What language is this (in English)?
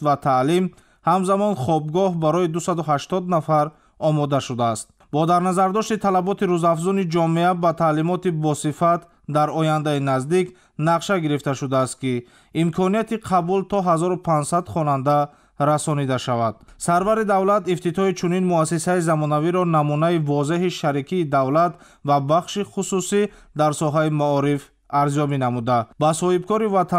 Tajik